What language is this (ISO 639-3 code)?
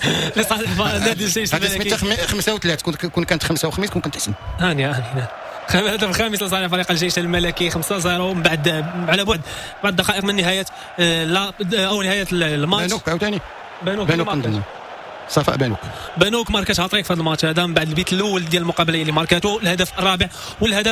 ary